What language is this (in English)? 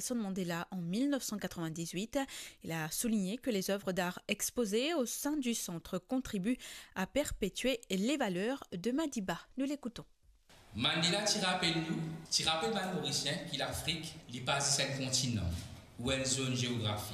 Morisyen